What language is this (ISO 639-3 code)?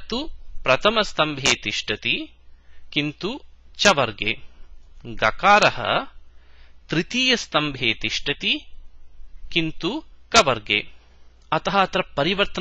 san